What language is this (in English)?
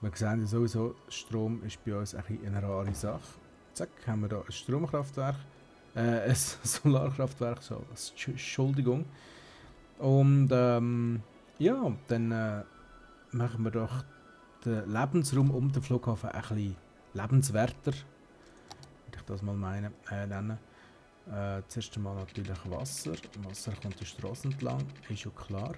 Swiss German